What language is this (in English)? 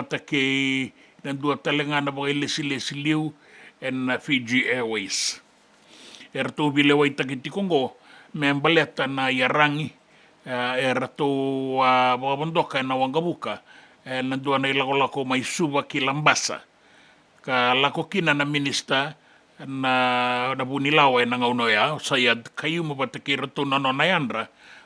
Fijian